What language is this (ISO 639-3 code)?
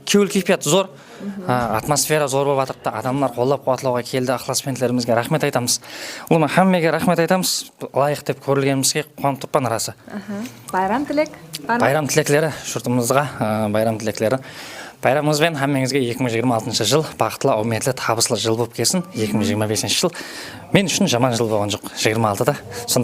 kaa